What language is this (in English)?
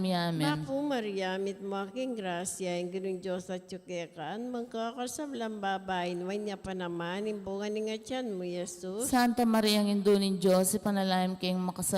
Pampanga